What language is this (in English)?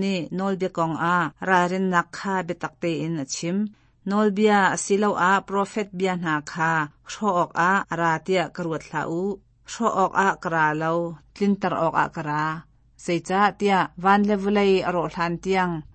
Hakha Chin